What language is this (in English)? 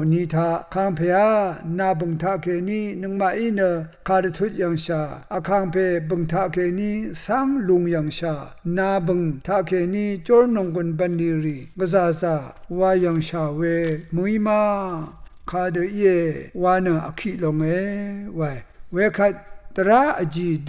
Rawang